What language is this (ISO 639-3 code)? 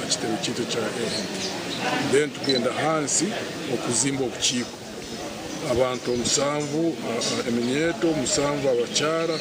nyn